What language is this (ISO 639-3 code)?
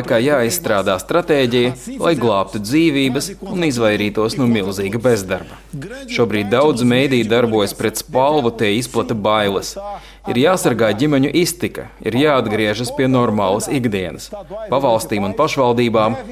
lav